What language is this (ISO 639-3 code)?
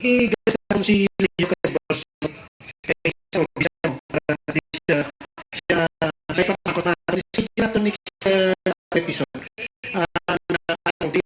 hil